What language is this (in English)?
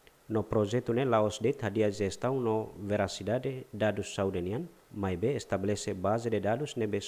Tetum